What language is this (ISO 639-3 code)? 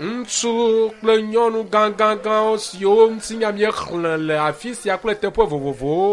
ewe